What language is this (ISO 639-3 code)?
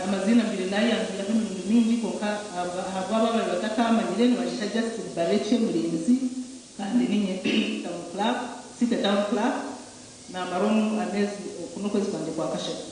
nyn